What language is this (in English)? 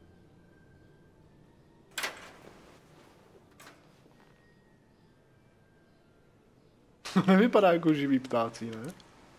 Czech